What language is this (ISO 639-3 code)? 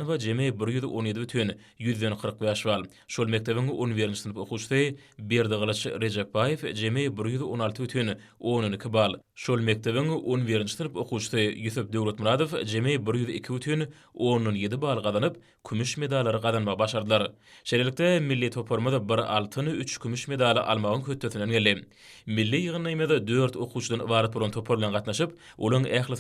tuk